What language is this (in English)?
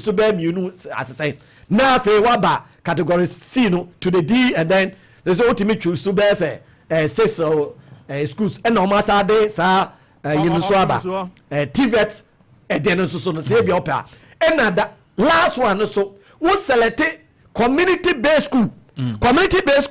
Akan